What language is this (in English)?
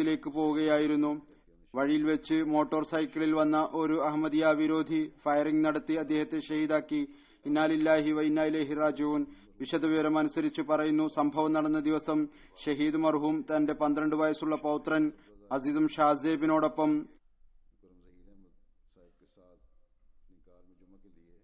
Malayalam